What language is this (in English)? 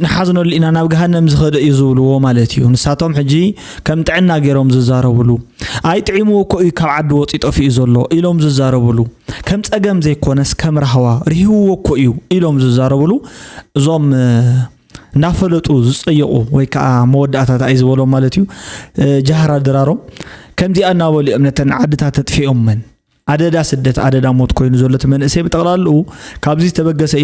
Tigrinya